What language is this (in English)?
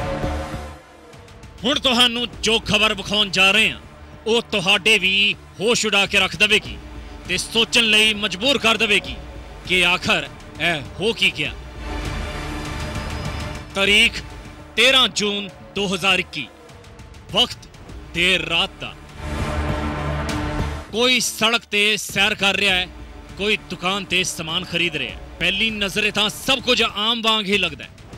Punjabi